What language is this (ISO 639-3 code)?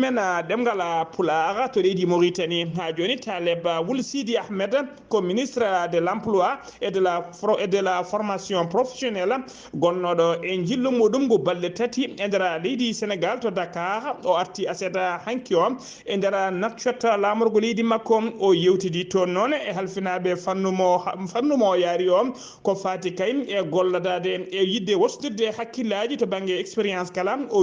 ful